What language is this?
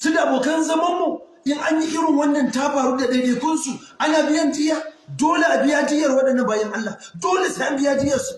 Hausa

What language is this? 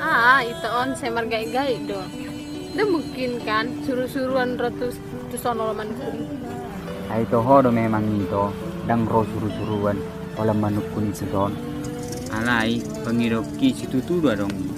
Batak Toba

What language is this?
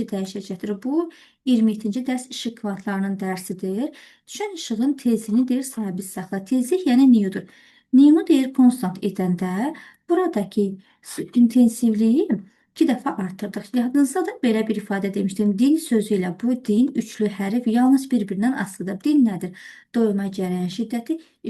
Azerbaijani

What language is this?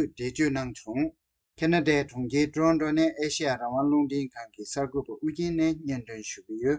Tibetan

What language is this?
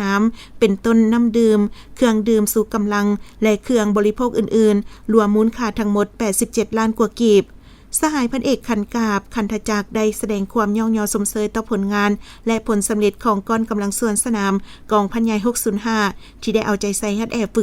Lao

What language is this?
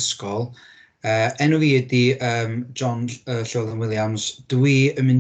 Welsh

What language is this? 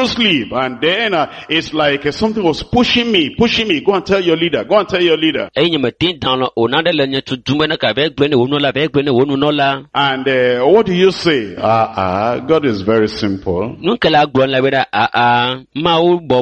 Ewe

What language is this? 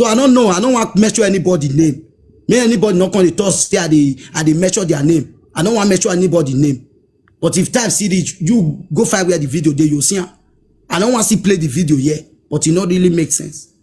Nigerian Pidgin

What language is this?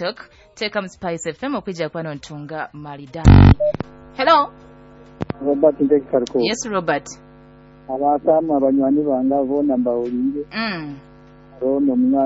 Nyoro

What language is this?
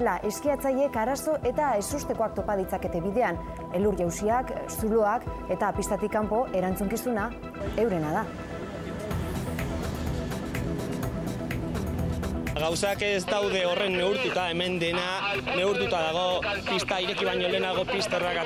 Basque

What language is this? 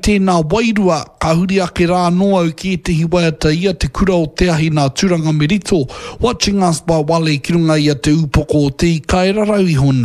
Māori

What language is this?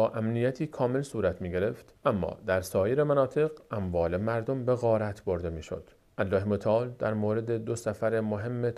Persian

